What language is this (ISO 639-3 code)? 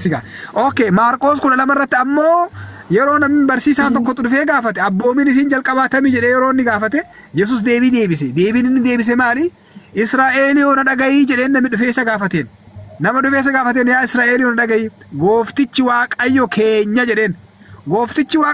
orm